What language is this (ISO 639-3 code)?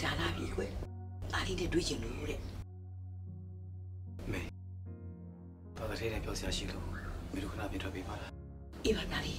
mya